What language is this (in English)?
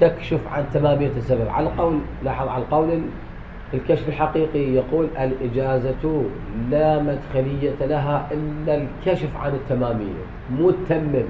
Mesopotamian Arabic